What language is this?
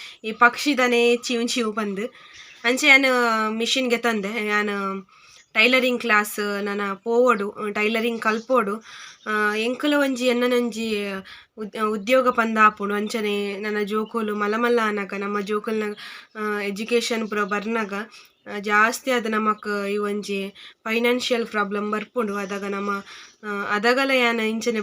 Tulu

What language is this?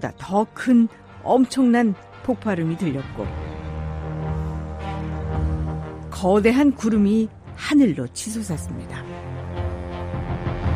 Korean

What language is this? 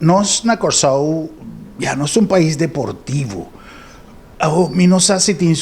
Papiamento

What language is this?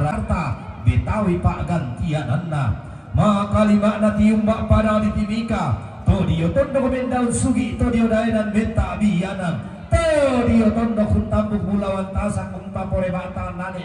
Toraja-Sa'dan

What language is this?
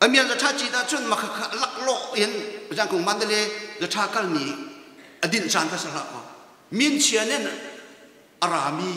Hakha Chin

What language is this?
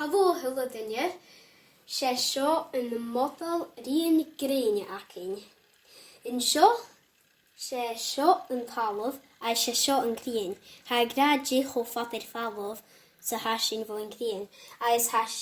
Scottish Gaelic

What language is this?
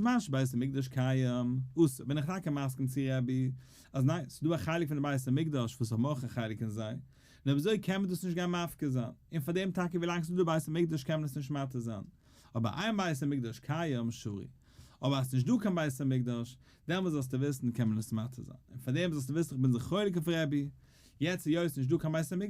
Yiddish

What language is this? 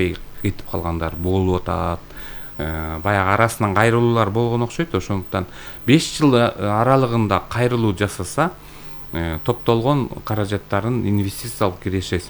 Kyrgyz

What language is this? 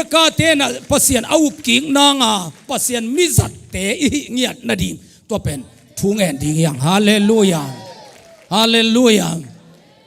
Tedim Chin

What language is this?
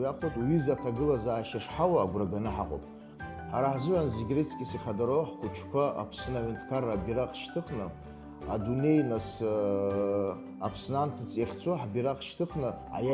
Abkhazian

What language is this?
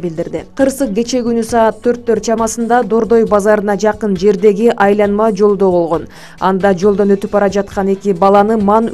Kyrgyz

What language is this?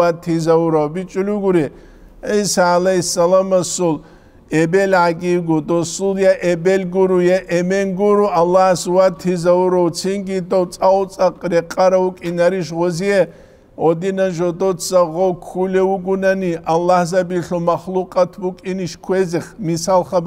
Avaric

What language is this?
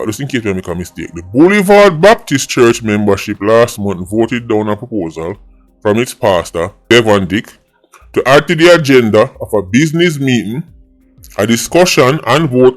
Jamaican Creole English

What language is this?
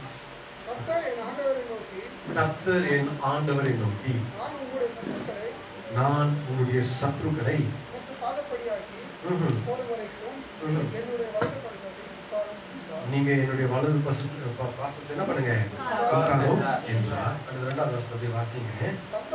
Tamil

